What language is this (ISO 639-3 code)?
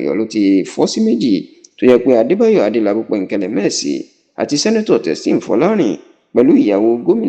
yor